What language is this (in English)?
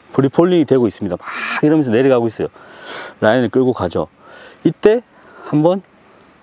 Korean